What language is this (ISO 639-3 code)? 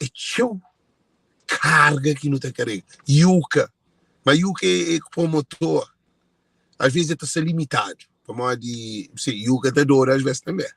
kea